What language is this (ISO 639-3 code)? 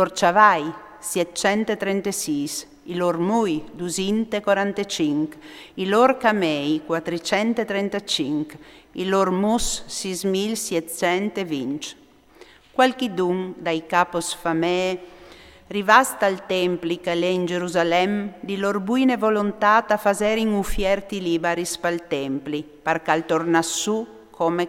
fur